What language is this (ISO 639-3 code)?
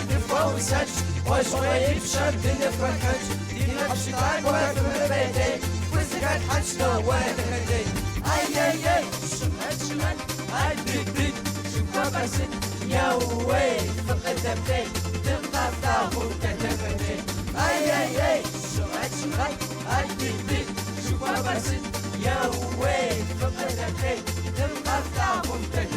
kbd